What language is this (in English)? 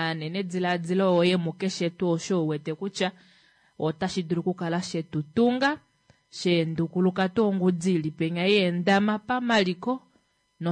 Kuanyama